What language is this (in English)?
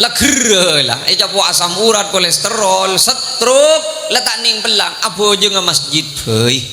Madurese